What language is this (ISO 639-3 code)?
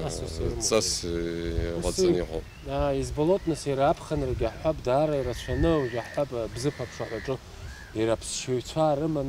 abk